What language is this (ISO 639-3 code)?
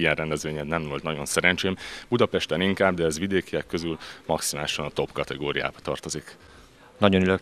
hun